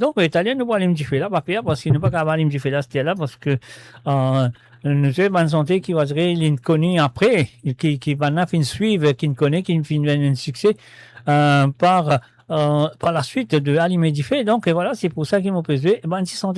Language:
Morisyen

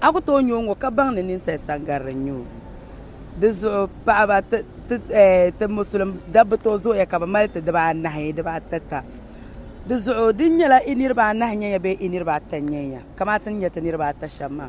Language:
Dagbani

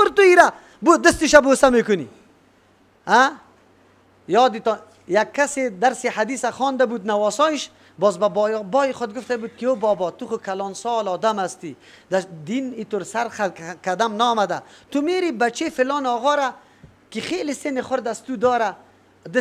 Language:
Persian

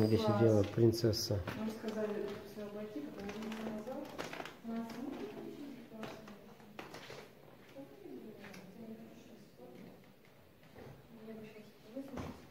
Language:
Russian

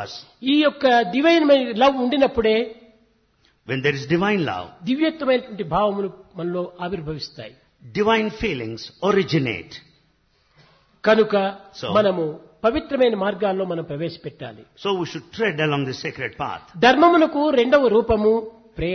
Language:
Telugu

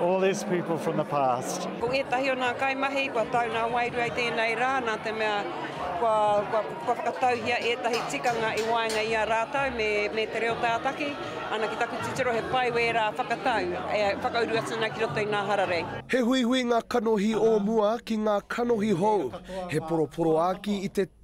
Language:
Māori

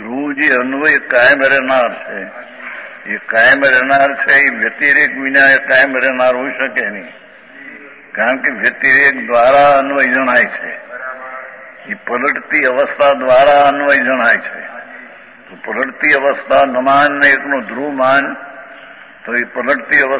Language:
Gujarati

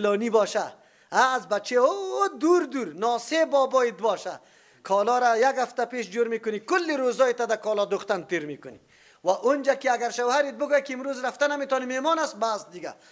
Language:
Persian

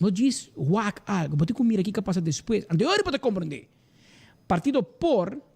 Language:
Papiamento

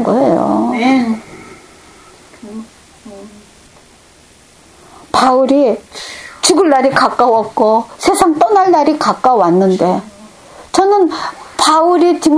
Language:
Korean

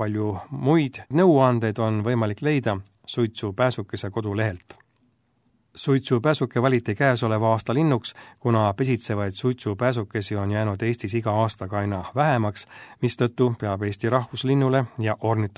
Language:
Estonian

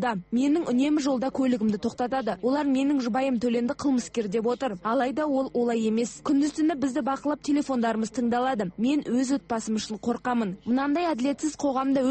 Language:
Kazakh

